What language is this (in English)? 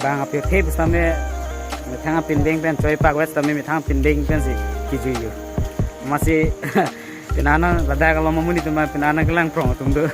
Karbi